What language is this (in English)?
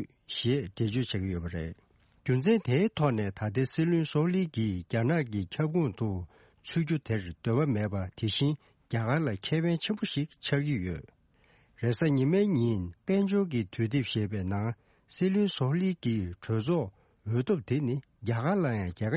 Tibetan